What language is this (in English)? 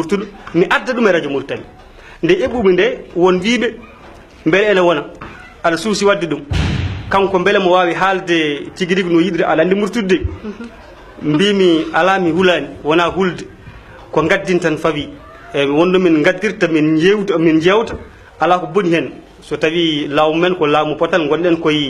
Fula